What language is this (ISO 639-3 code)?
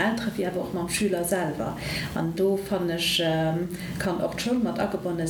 ltz